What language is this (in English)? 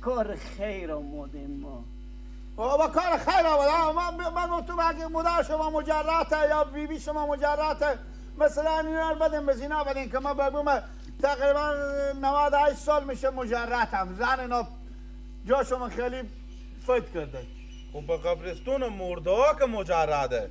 Persian